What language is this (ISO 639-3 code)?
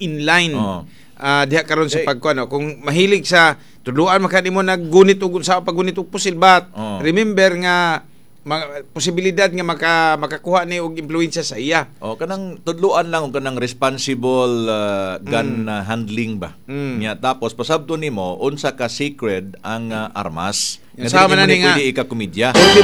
ceb